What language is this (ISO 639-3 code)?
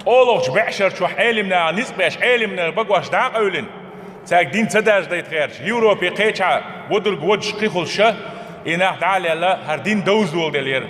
che